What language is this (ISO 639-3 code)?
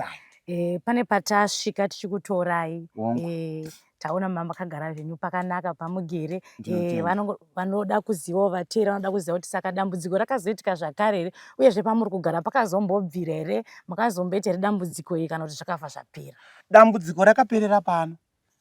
sna